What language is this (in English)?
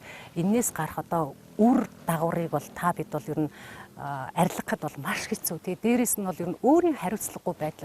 Mongolian